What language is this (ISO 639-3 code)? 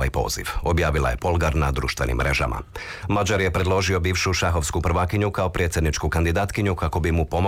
hrv